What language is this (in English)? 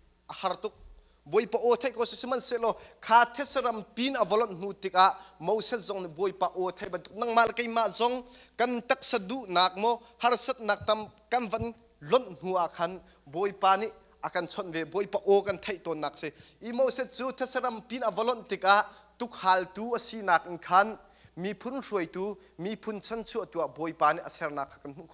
Hakha Chin